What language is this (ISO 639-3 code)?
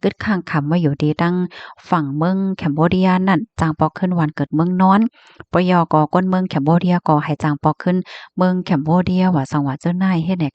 shn